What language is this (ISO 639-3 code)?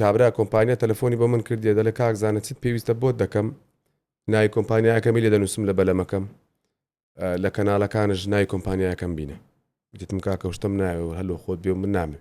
ckb